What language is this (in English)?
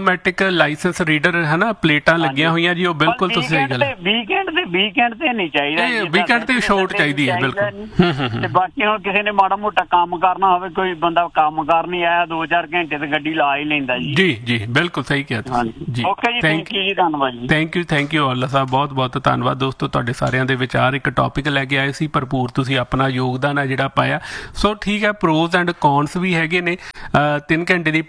Punjabi